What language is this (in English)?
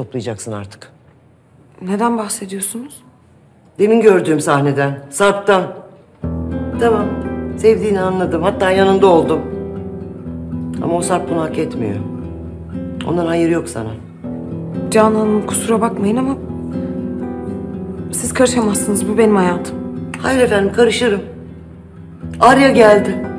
Turkish